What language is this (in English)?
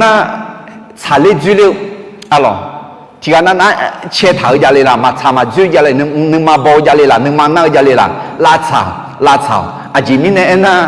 Akha